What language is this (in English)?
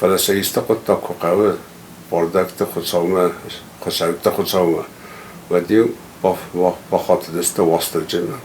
Ossetic